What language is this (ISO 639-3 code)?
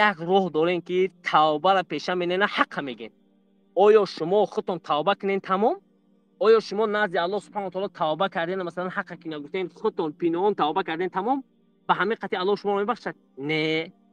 tgk